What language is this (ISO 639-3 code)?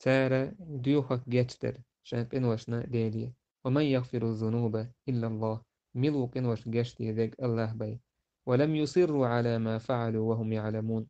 che